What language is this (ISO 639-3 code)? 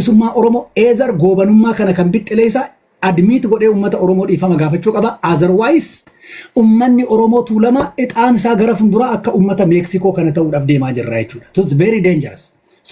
orm